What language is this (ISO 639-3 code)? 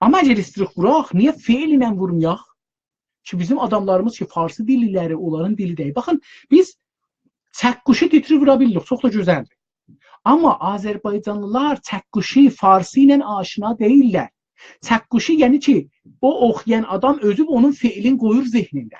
azb